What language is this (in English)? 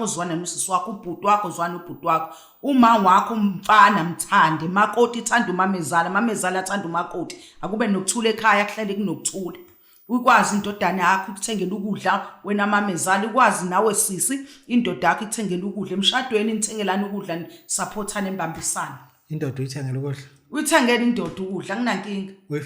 Zulu